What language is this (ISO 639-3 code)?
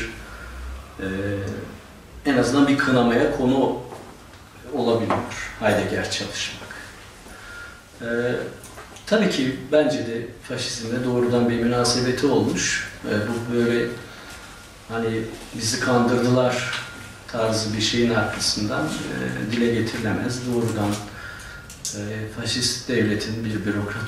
tur